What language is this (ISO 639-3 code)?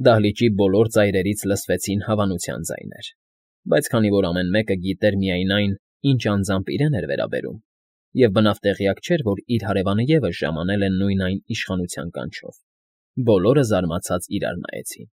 hye